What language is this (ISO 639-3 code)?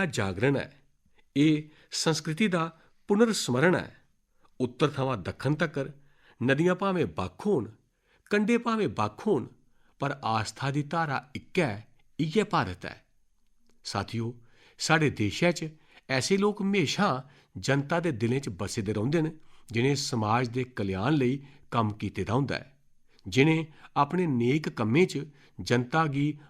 doi